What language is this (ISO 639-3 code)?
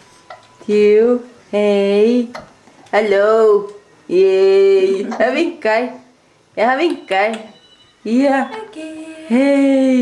fao